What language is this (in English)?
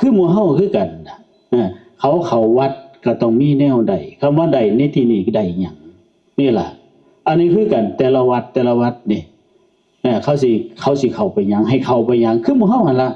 Northeastern Thai